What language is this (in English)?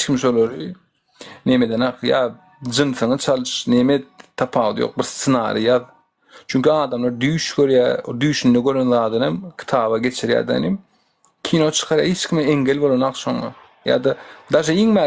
Turkmen